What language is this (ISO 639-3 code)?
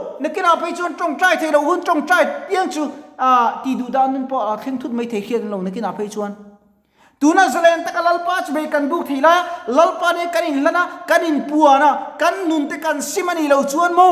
lus